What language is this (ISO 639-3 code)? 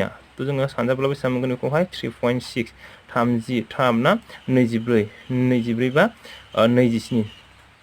brx